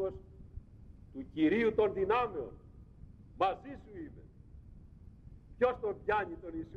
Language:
Greek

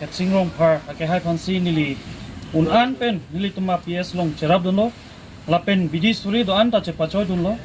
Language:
Karbi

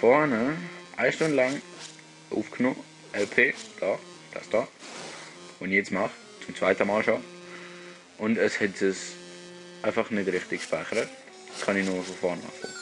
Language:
Swiss German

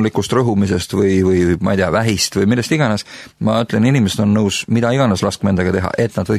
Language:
Estonian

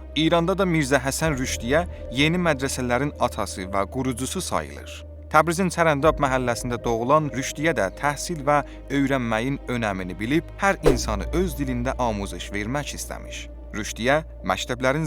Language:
South Azerbaijani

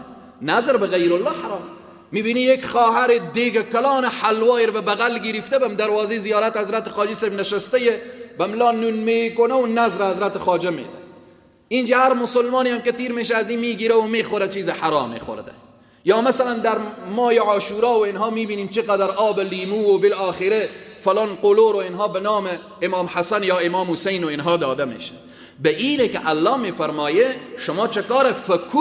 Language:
Persian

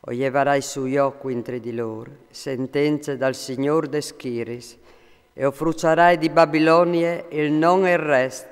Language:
Friulian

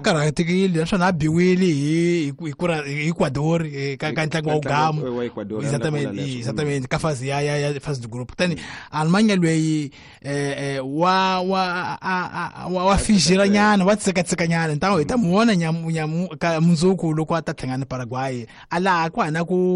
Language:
Tsonga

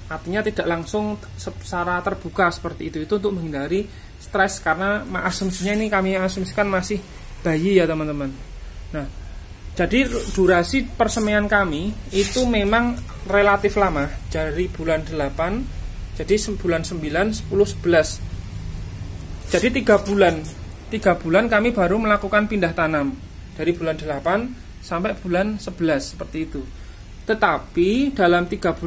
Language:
Indonesian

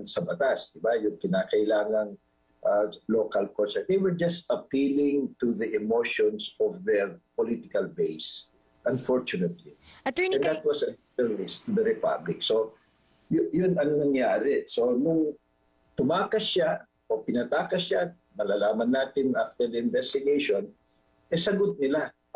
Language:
Filipino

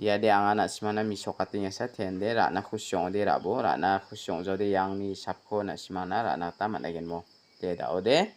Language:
Garo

